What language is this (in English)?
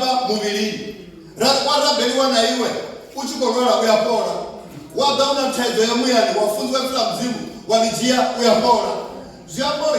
Venda